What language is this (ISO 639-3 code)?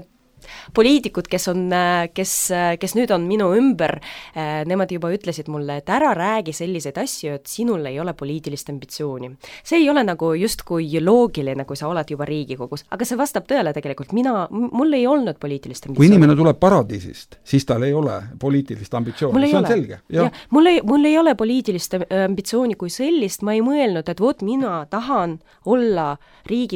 est